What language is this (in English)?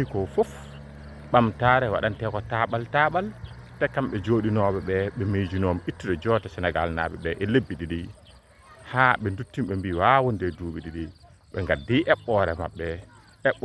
Fula